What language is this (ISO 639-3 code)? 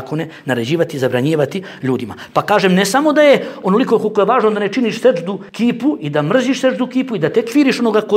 bos